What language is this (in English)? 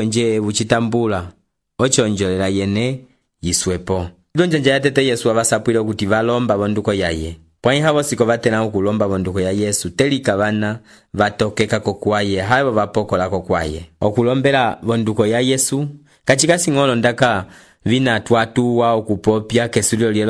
Umbundu